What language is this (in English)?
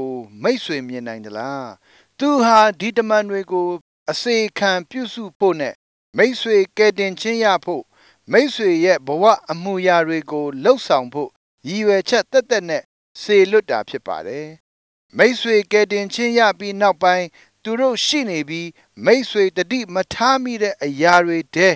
Burmese